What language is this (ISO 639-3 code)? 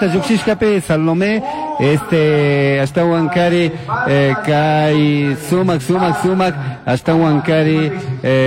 qug